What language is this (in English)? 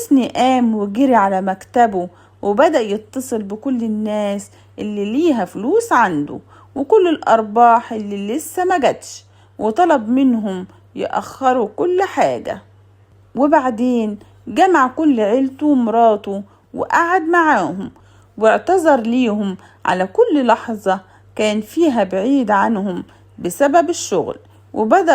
Egyptian Arabic